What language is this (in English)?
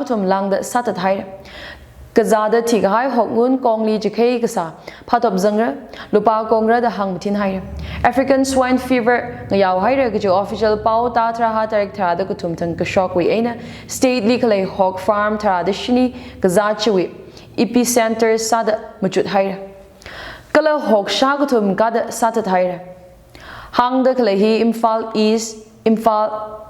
Tangkhul Naga (India)